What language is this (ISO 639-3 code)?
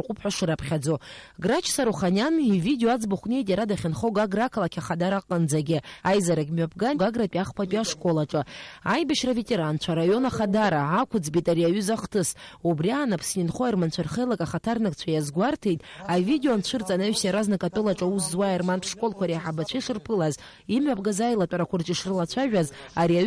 abk